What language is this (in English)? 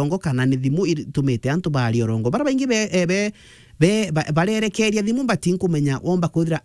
Meru